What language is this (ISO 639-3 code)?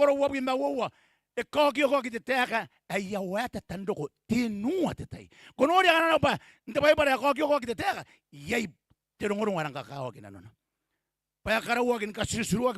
gil